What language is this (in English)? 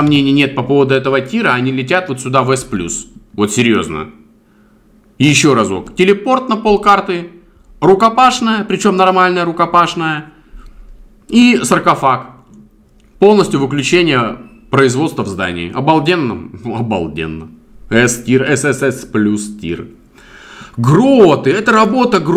Russian